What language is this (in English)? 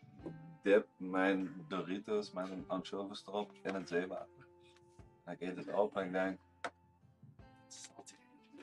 Dutch